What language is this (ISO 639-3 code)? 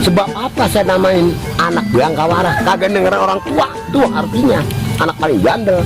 bew